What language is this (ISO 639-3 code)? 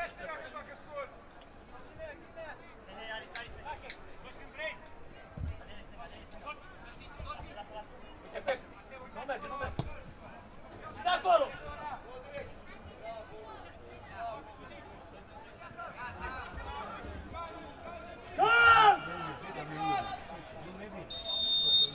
ron